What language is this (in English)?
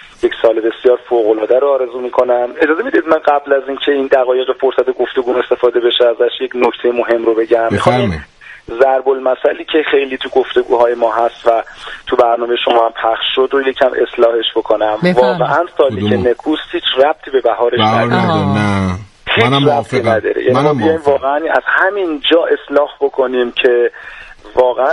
Persian